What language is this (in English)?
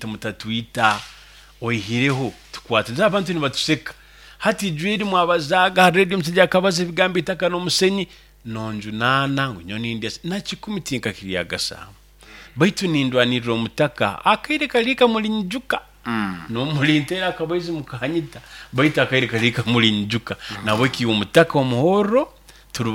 Nyoro